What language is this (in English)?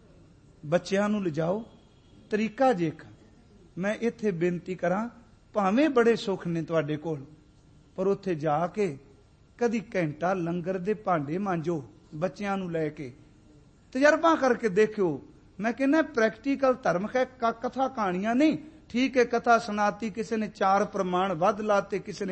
Punjabi